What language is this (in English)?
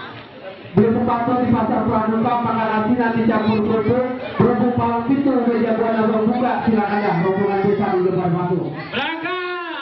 Betawi